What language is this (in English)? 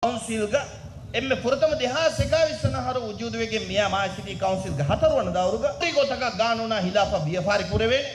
Divehi